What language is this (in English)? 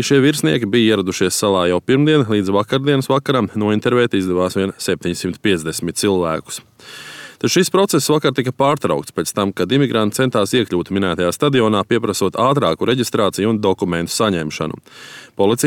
Latvian